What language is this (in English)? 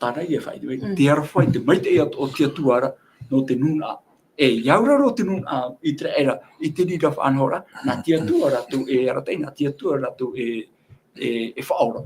Tahitian